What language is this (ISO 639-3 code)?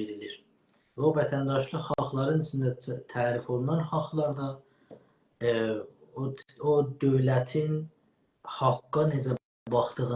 azb